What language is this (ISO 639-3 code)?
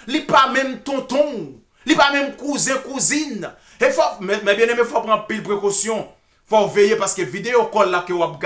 hat